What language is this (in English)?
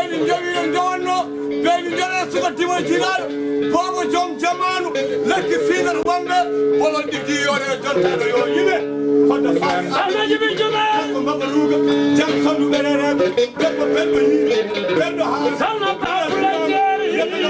Fula